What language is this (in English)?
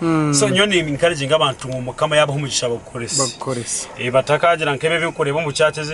Nyankole